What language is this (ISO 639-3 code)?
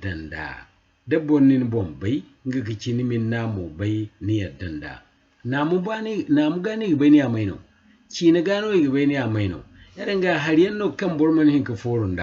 dje